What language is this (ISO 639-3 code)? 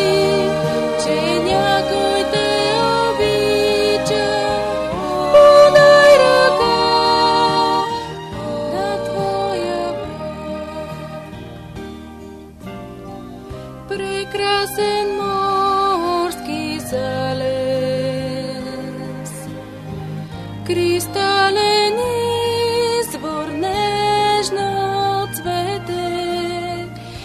bul